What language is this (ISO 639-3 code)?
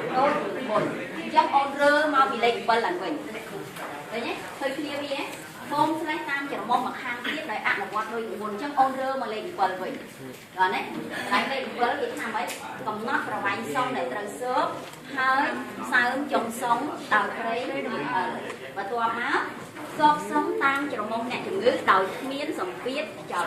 khm